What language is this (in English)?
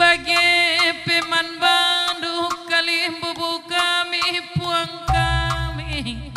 Batak Karo